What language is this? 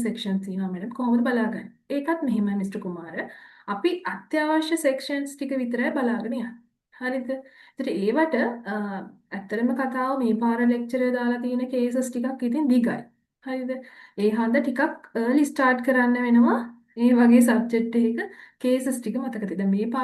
Sinhala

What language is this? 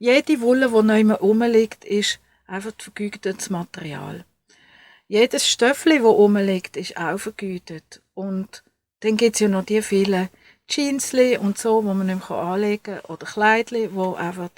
Swiss German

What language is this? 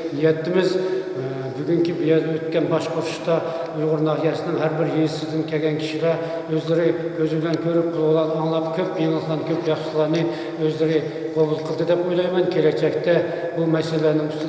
Uyghur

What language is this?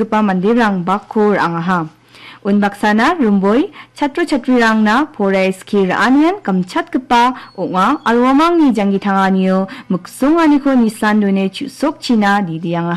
Garo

